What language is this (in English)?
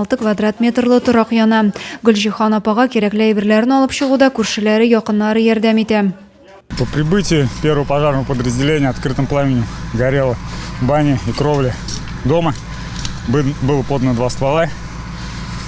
Tatar